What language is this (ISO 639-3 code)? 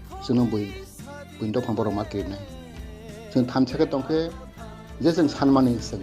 trp